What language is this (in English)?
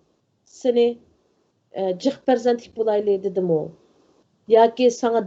Uyghur